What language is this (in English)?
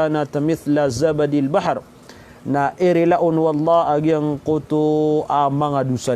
Maranao